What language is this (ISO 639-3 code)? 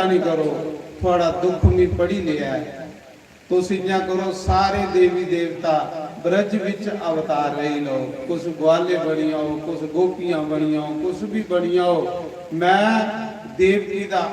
doi